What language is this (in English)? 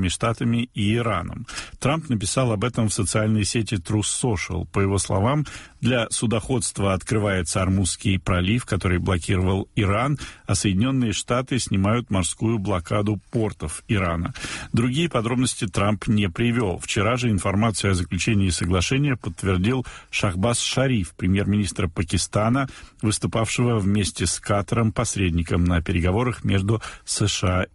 Russian